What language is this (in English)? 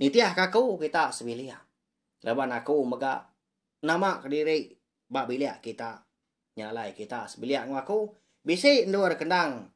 Iban